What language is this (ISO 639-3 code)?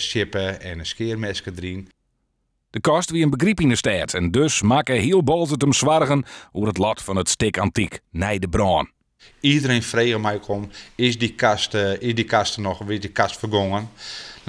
fry